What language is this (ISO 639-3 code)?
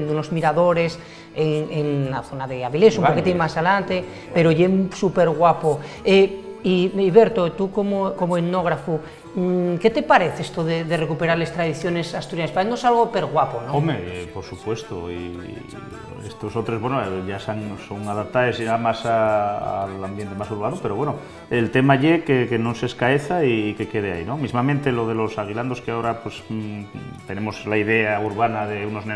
ast